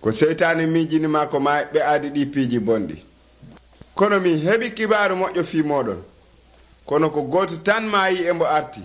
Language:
Nigerian Fulfulde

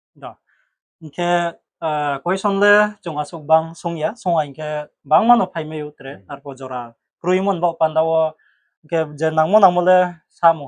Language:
Riang (India)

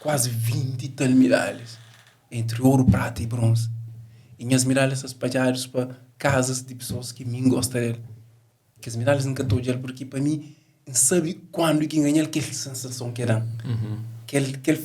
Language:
Kabuverdianu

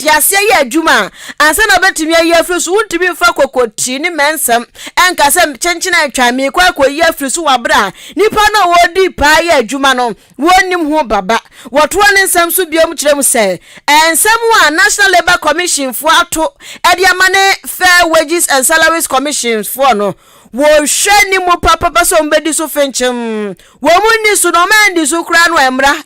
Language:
Akan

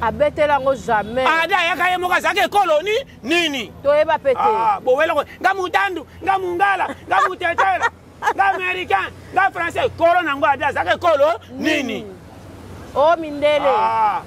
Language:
Lingala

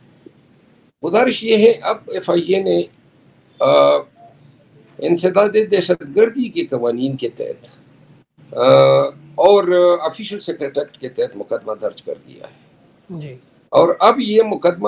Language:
Urdu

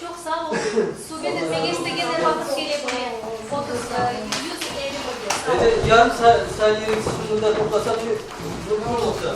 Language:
Crimean Tatar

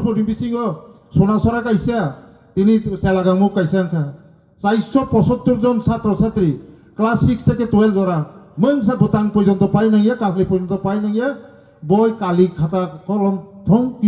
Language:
Riang (India)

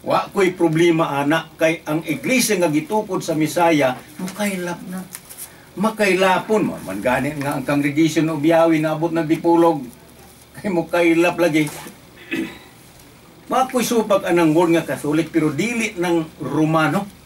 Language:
Cebuano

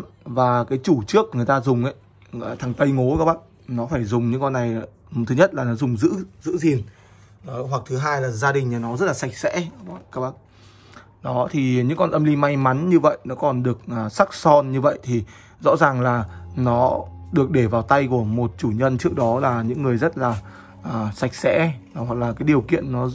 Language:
Vietnamese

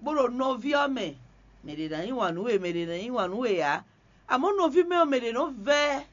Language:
Fon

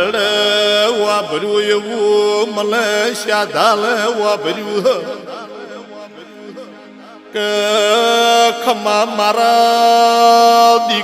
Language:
Gujarati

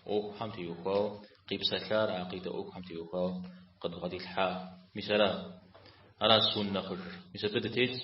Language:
Kabardian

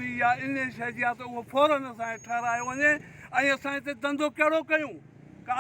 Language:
Sindhi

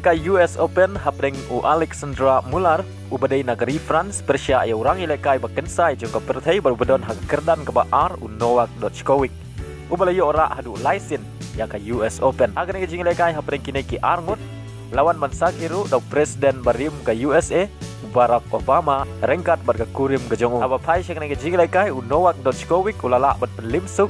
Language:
Khasi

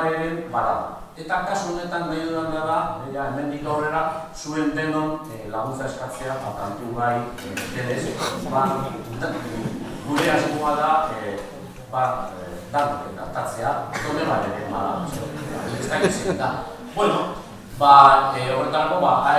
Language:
Basque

